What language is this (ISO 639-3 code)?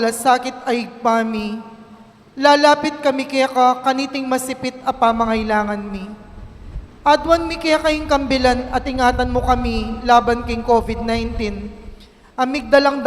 pam